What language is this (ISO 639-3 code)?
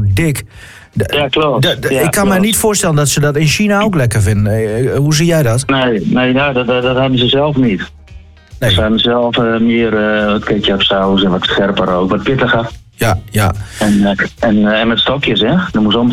nld